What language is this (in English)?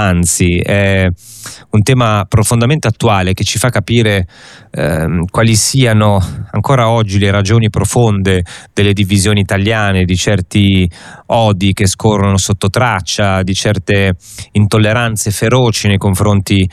Italian